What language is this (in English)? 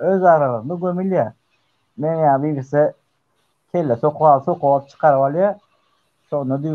Turkmen